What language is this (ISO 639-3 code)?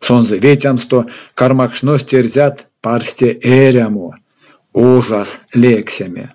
myv